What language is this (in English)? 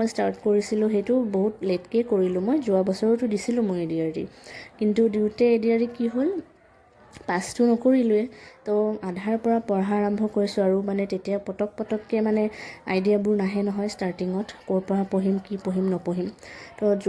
Assamese